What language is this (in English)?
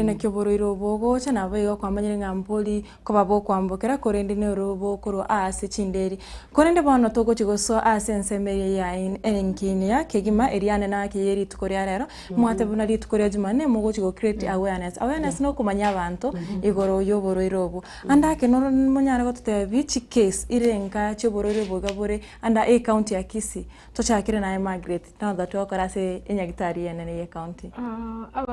Gusii